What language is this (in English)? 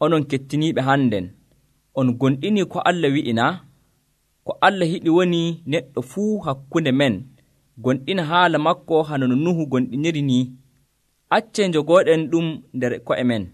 Nigerian Fulfulde